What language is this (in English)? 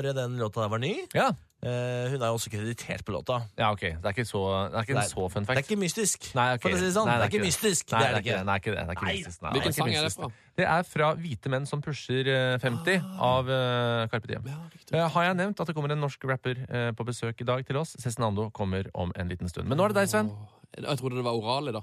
Norwegian